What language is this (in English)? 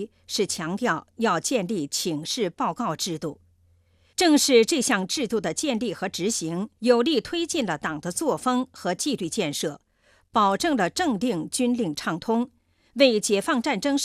Chinese